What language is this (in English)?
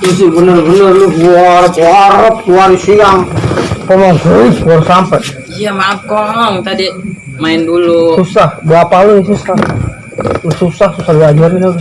Betawi